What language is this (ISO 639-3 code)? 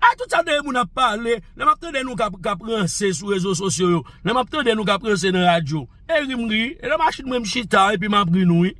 hat